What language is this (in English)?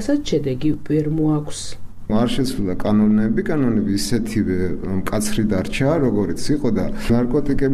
Georgian